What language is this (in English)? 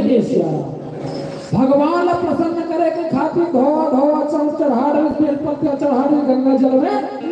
Chhattisgarhi